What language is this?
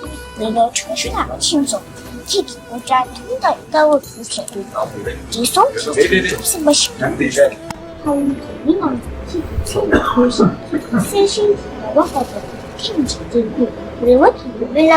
Tibetan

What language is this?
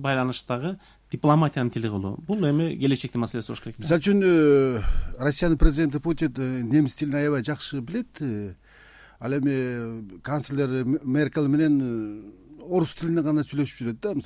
Kyrgyz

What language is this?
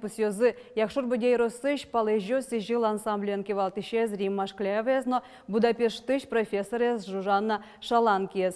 Udmurt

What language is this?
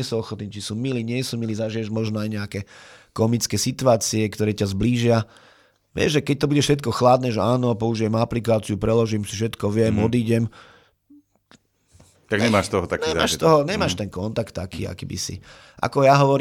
Slovak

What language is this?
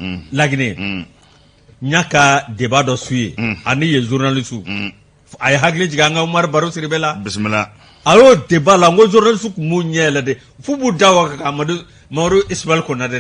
Bambara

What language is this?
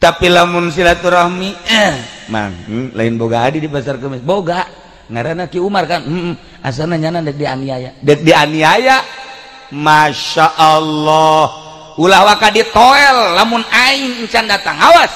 Sundanese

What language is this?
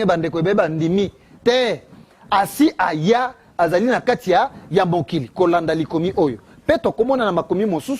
Lingala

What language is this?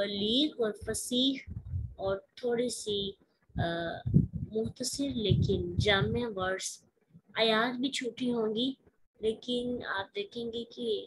Urdu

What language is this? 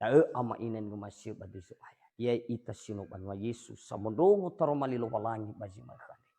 Nias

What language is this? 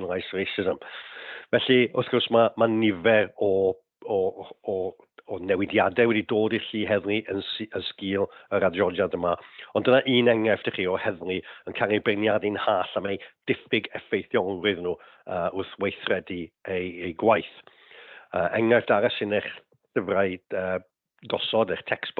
Welsh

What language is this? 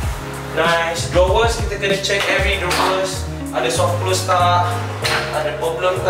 Malay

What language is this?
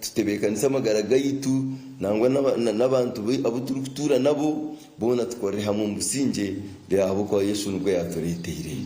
Nyankole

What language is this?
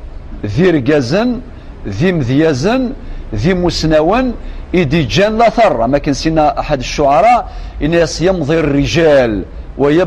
Kabyle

